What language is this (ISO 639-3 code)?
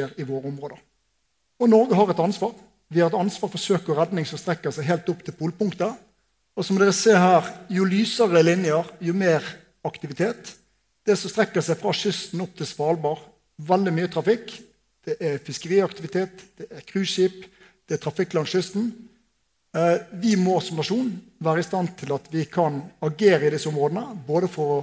nor